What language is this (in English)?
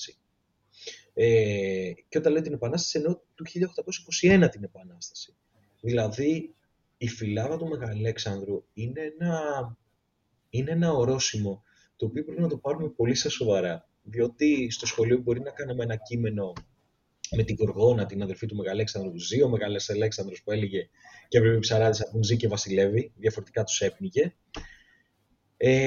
Greek